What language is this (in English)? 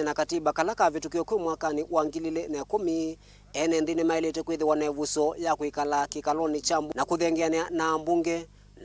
Kamba